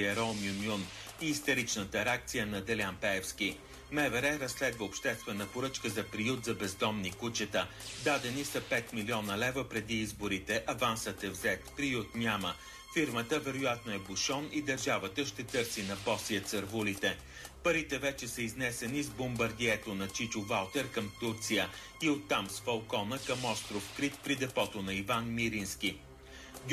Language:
Bulgarian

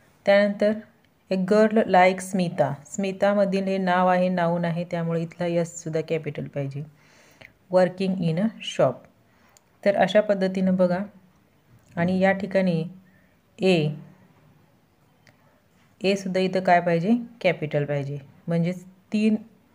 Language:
Marathi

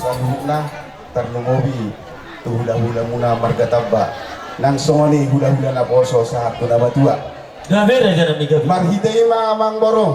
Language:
Batak Toba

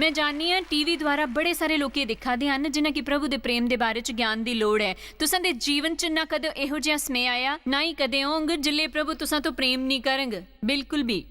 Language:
Dogri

